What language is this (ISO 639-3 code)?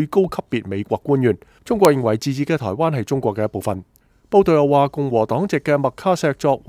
yue